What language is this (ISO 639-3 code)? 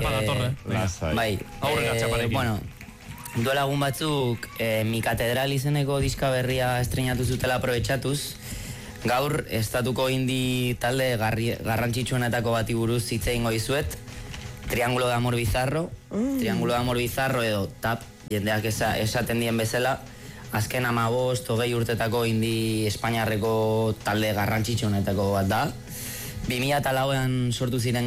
eus